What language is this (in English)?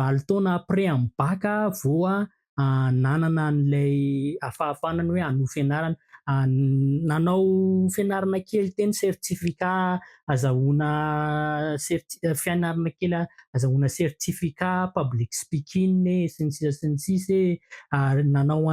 Malagasy